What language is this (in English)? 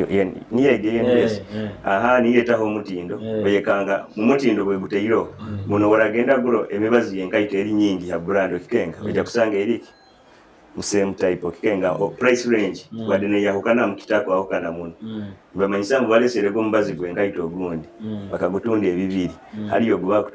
Nyoro